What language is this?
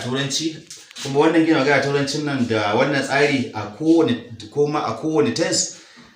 Hausa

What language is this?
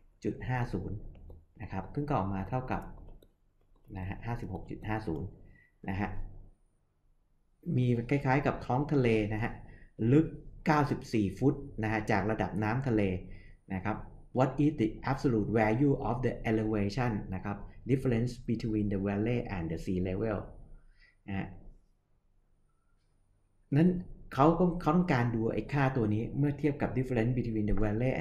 Thai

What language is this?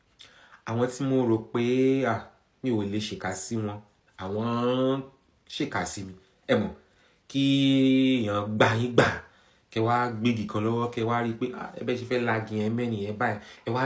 Yoruba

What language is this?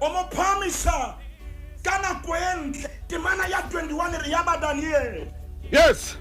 Southern Sotho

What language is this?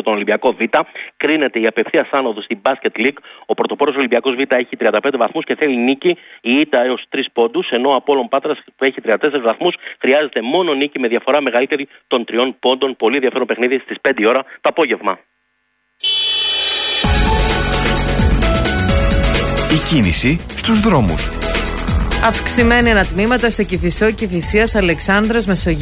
Greek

